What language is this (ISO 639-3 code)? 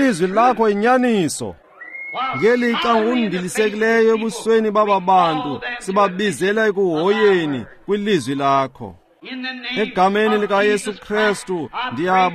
xho